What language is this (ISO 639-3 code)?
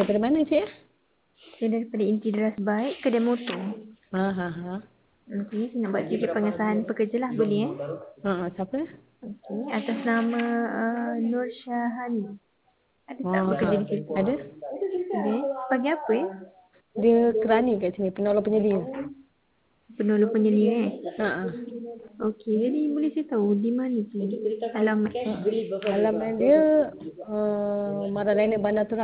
msa